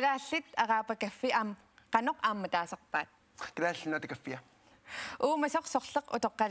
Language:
Kalaallisut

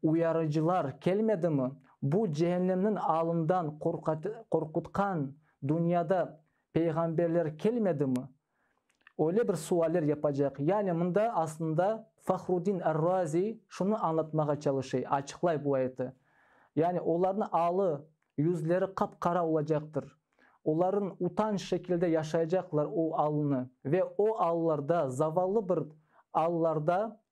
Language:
Crimean Tatar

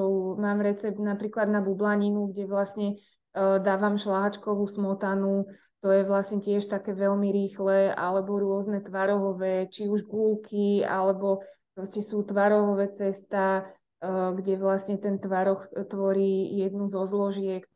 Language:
Slovak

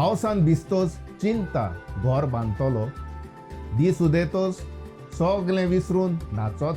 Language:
Konkani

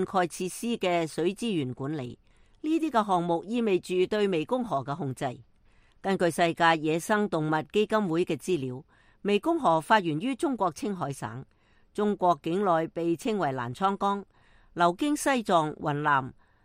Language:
Cantonese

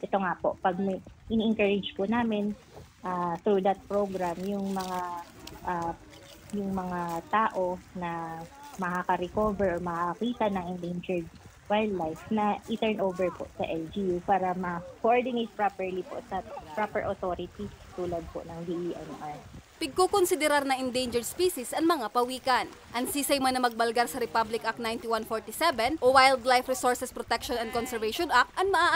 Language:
Bikol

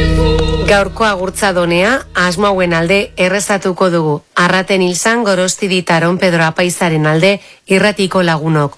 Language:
Basque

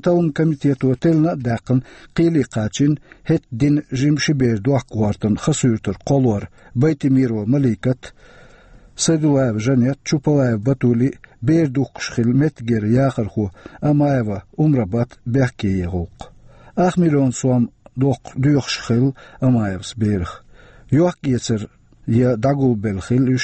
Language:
Chechen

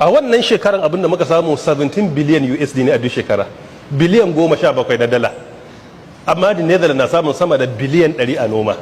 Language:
Hausa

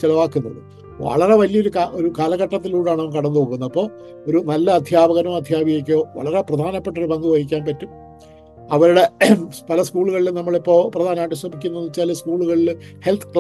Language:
Malayalam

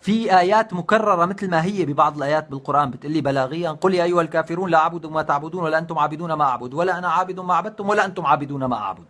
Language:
North Levantine Arabic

